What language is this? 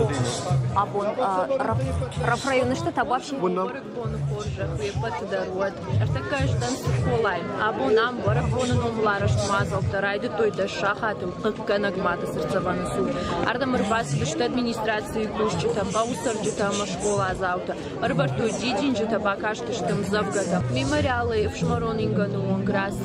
Ossetic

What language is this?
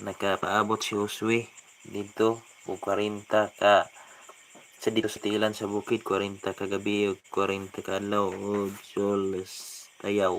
Cebuano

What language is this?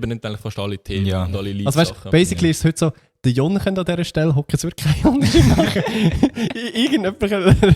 Swiss German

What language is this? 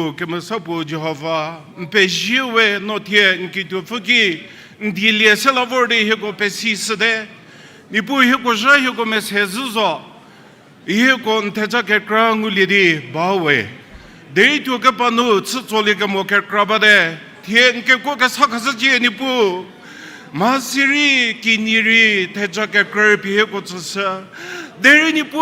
Angami Naga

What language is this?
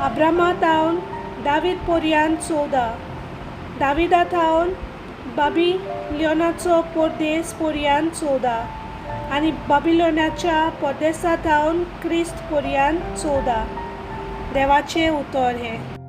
Konkani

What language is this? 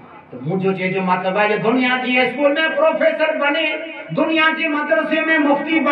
Sindhi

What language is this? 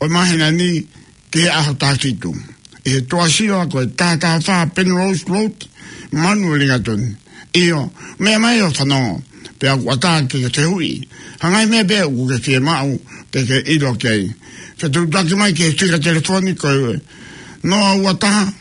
Tongan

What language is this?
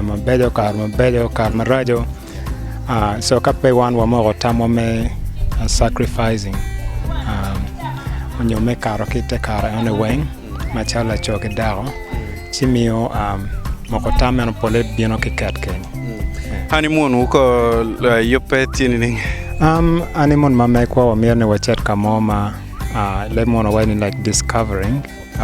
Acoli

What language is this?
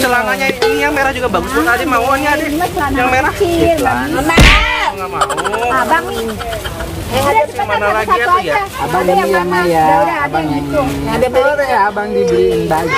Betawi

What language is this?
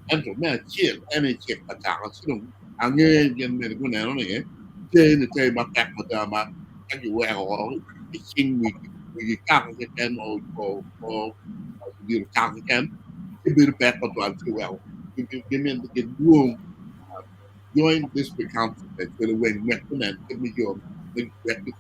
Acoli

